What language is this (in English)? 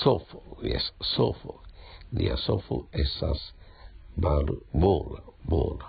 Esperanto